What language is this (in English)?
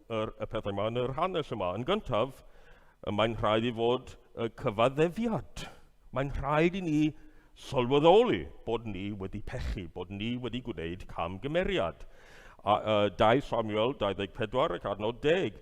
Welsh